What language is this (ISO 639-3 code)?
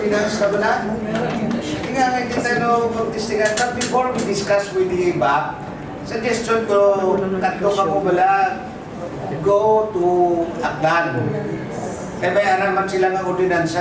hil